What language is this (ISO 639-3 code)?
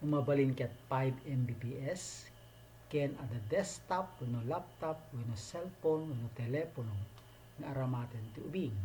ilo